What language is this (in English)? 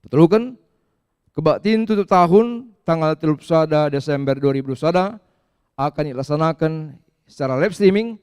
Batak Karo